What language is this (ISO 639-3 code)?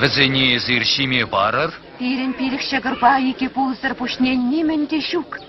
chv